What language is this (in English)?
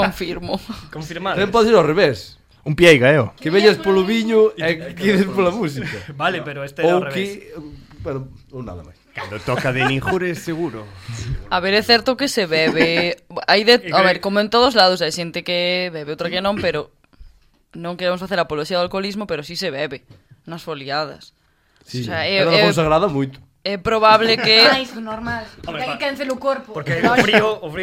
Galician